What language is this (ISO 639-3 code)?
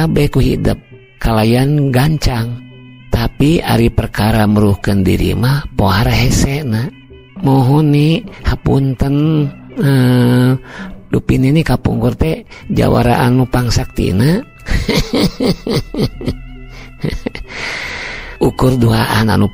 sun